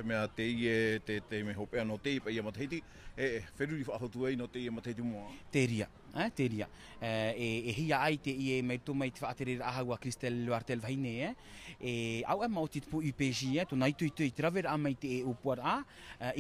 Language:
Tahitian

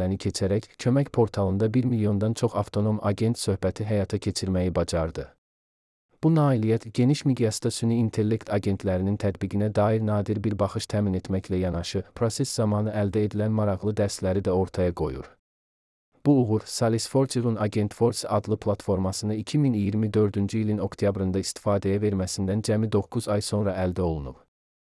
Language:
Azerbaijani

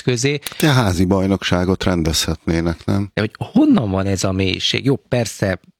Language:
Hungarian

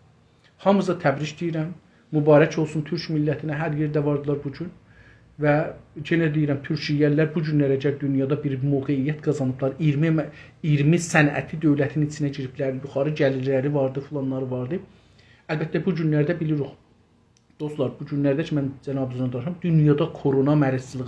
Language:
South Azerbaijani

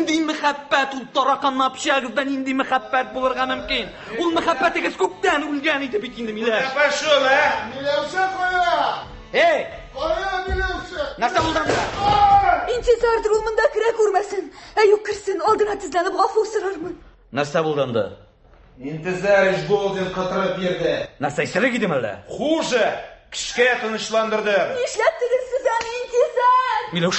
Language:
Tatar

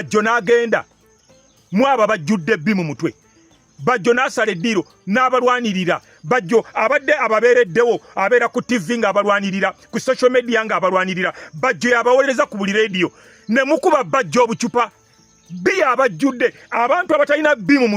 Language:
Ganda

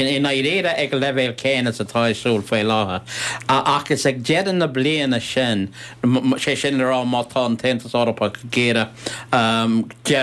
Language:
Irish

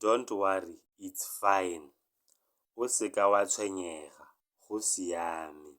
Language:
Tswana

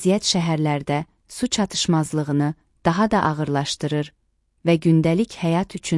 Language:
Azerbaijani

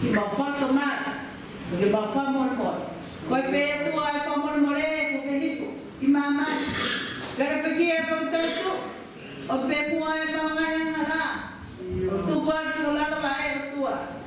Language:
Tongan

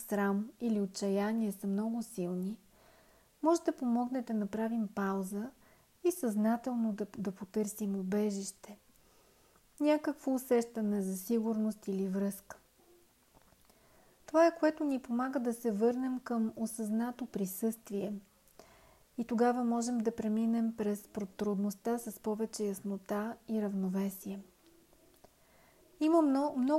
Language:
Bulgarian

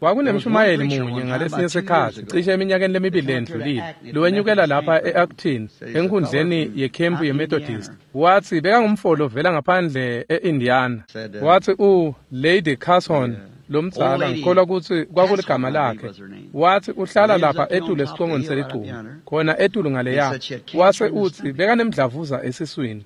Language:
Swati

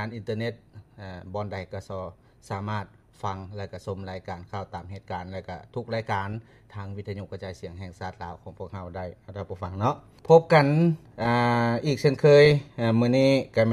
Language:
Lao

